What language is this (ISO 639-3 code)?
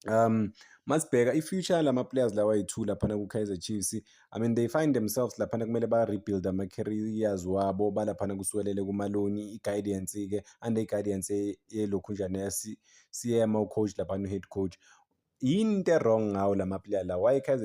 zul